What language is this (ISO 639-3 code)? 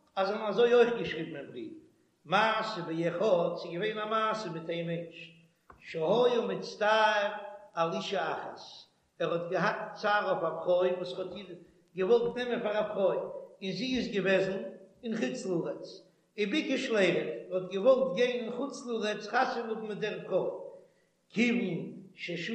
yid